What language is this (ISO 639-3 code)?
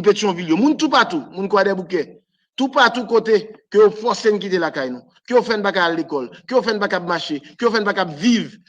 hat